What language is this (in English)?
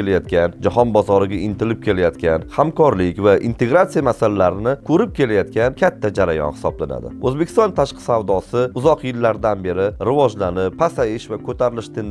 Uzbek